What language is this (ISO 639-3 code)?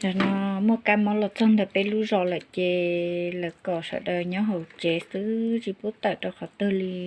hmn